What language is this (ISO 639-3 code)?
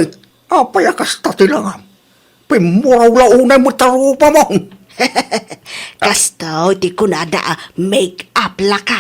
ilo